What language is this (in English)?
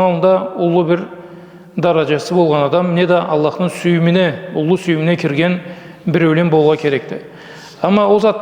Karachay-Balkar